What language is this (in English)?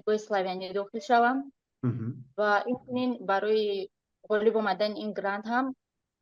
Tajik